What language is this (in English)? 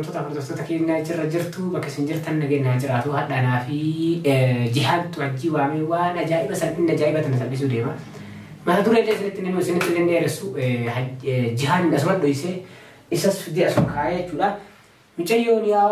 Oromo